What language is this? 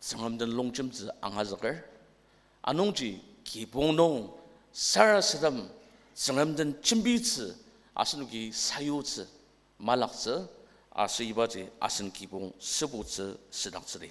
Ao Naga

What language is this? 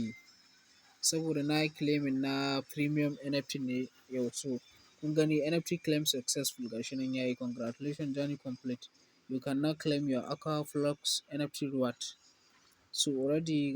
Hausa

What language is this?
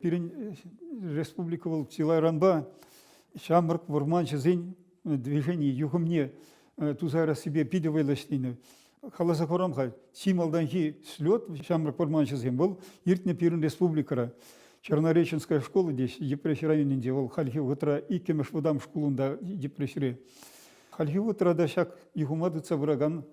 Chuvash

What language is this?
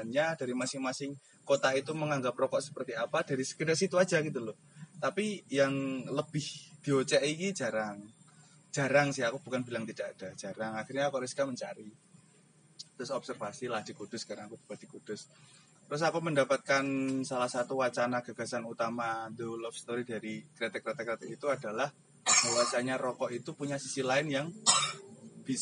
Indonesian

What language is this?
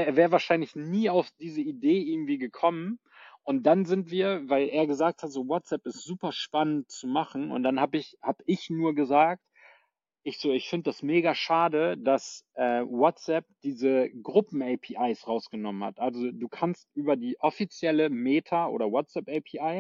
German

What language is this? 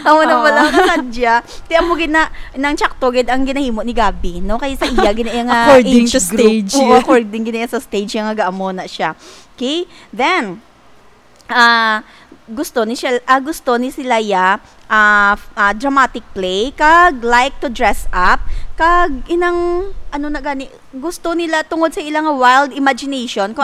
Hiligaynon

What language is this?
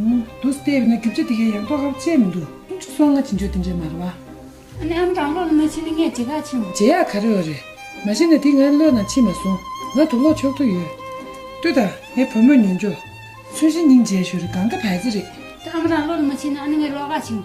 Tibetan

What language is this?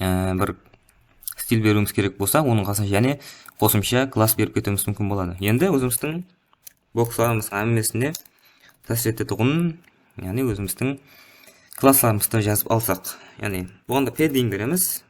Kara-Kalpak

